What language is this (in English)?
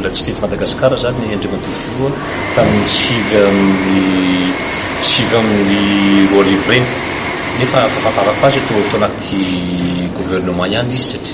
Malagasy